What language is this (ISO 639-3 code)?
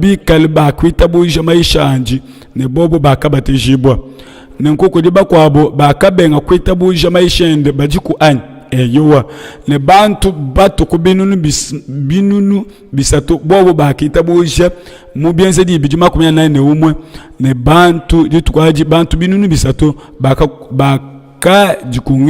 lua